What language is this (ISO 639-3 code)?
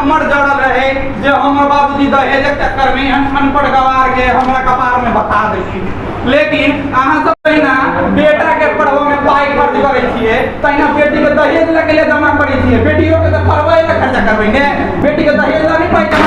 mai